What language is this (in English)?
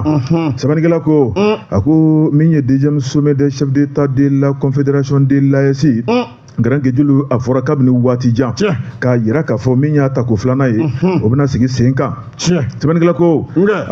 Bambara